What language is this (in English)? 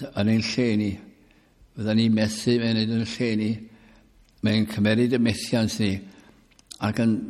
Welsh